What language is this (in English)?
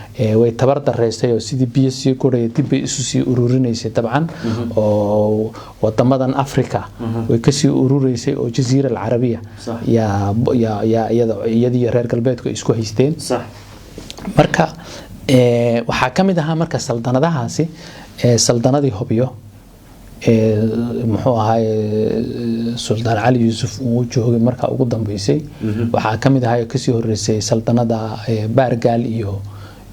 Somali